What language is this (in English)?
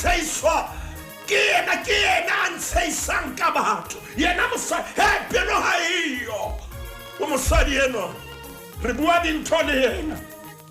Southern Sotho